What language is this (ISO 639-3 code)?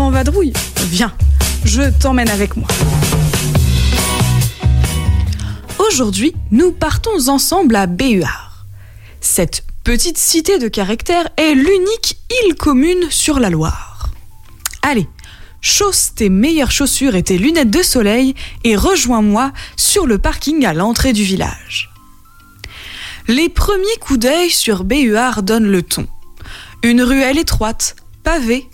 fra